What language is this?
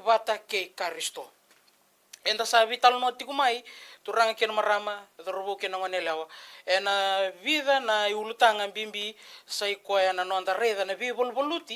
Fijian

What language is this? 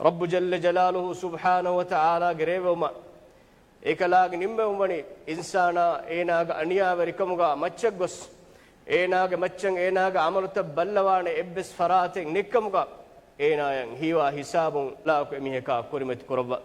Divehi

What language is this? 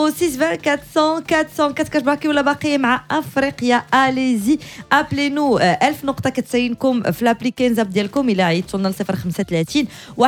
Moroccan Arabic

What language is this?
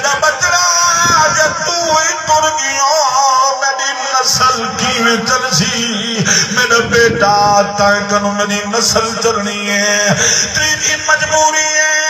Saraiki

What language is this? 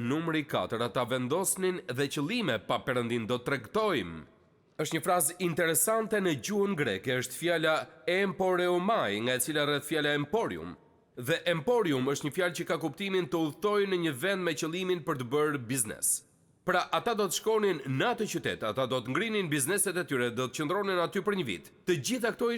Albanian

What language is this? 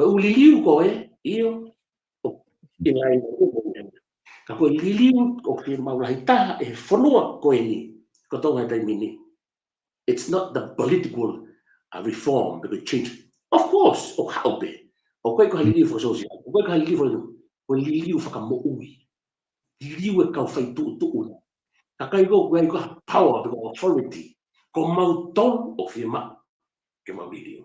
Tongan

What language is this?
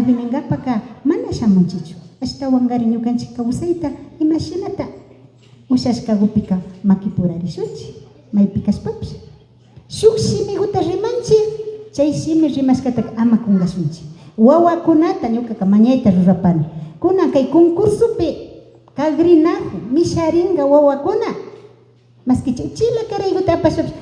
Imbabura Highland Quichua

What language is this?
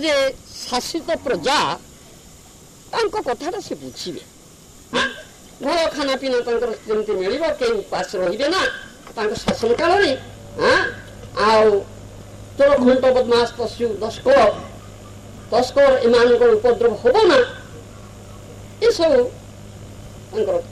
Odia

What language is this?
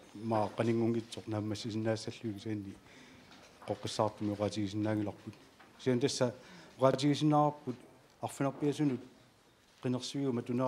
Kalaallisut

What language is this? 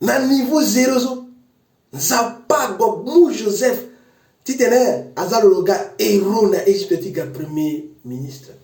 Sango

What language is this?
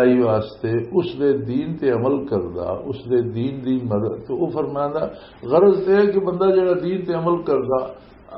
Western Panjabi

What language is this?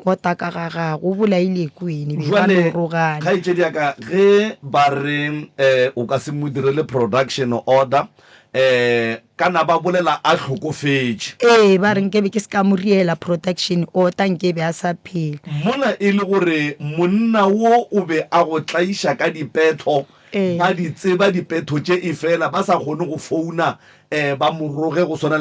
Northern Sotho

